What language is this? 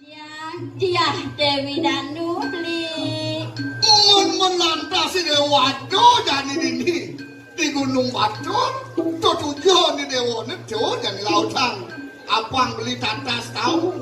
Balinese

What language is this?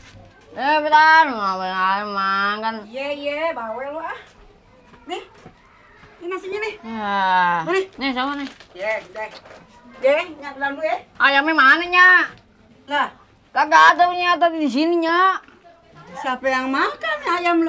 Betawi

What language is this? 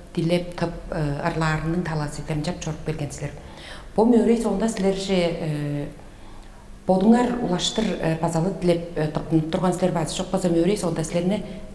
Tuvinian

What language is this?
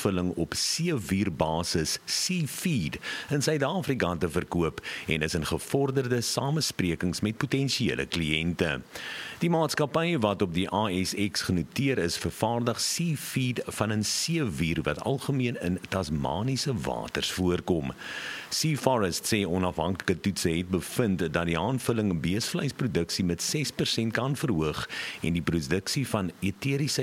Afrikaans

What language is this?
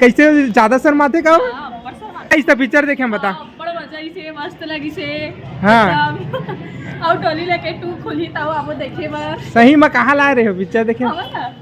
Chhattisgarhi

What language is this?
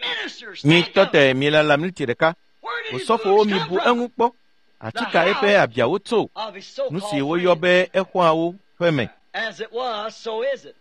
Ewe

